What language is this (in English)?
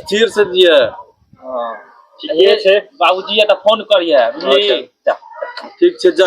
Maithili